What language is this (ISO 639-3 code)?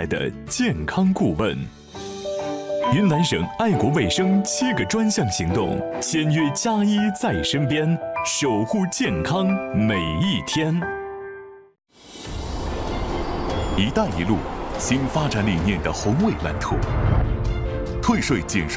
zho